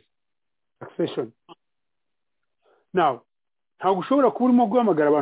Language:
Kinyarwanda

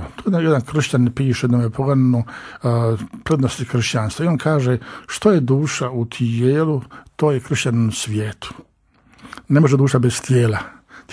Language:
Croatian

